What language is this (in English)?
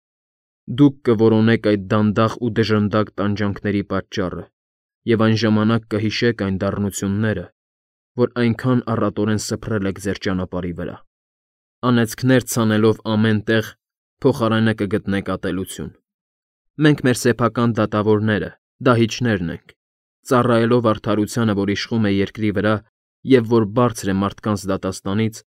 Armenian